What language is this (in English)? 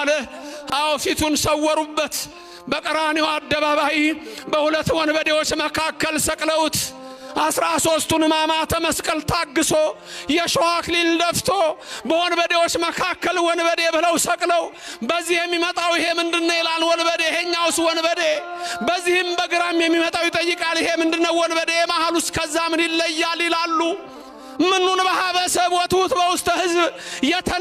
Amharic